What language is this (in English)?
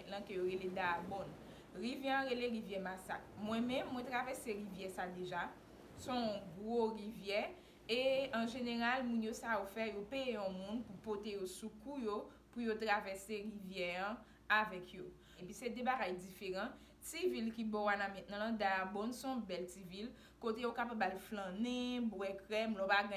Haitian Creole